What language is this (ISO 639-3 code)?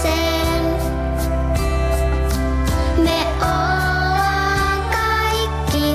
fin